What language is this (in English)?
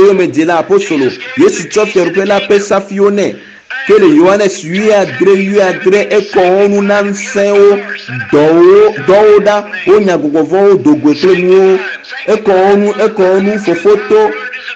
Ewe